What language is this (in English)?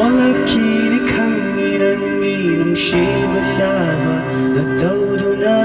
Tangkhul Naga (India)